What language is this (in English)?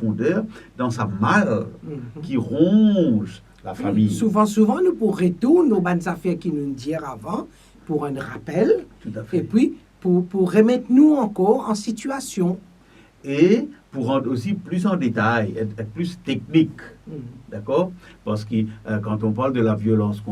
Morisyen